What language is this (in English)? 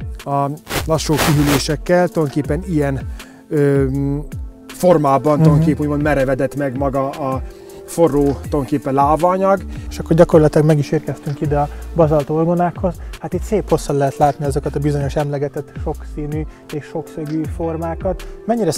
Hungarian